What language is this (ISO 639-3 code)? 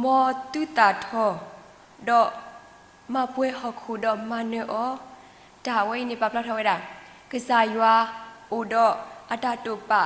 ksw